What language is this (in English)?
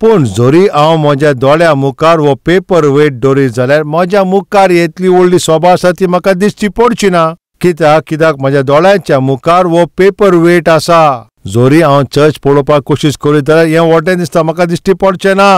Konkani